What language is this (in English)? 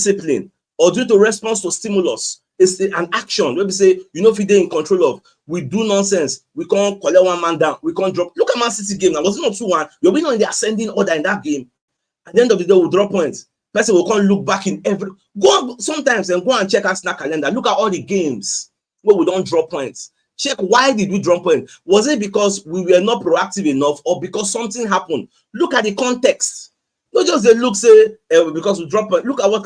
Nigerian Pidgin